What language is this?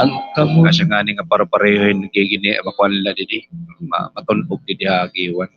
Waray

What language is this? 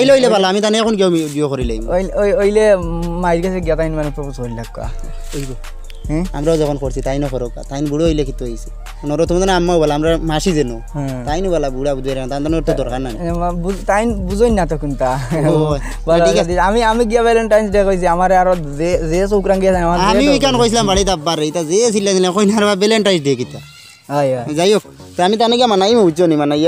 Sylheti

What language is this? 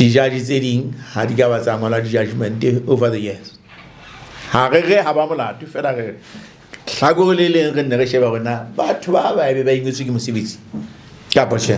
Southern Sotho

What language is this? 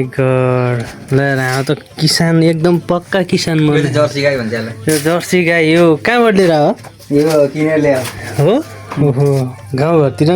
Nepali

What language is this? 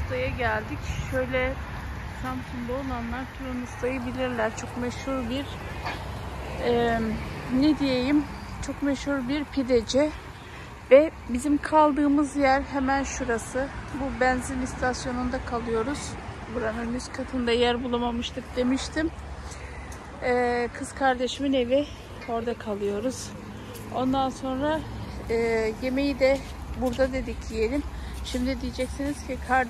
Turkish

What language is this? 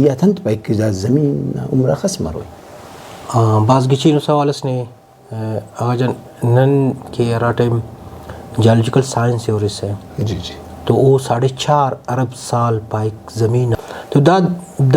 Brahui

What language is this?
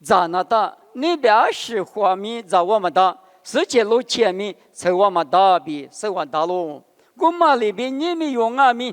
Lisu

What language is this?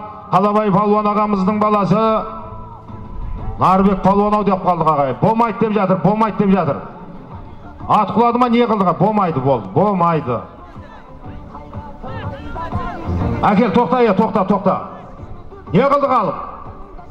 Kazakh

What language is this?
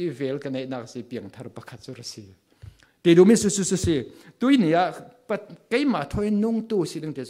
Falam Chin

